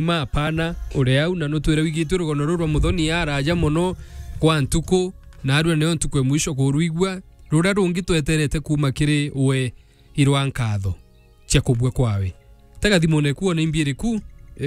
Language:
Meru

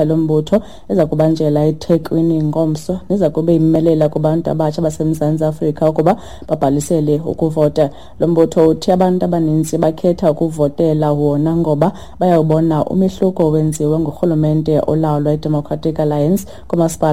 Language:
Xhosa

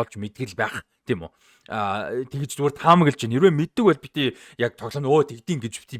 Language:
Mongolian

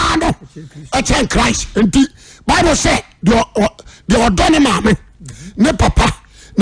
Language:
Akan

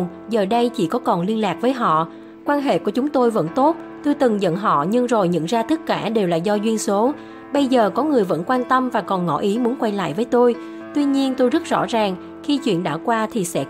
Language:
Vietnamese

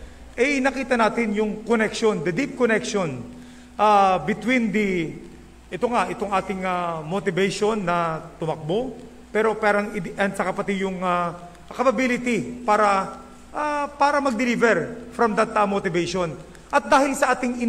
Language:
Filipino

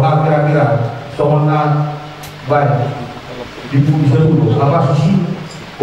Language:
Batak Toba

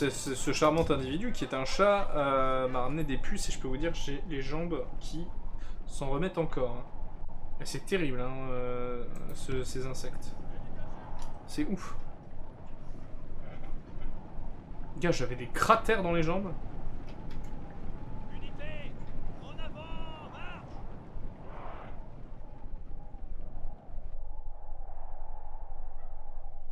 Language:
French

